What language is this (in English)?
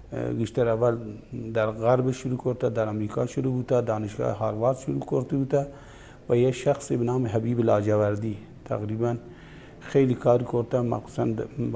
Baluchi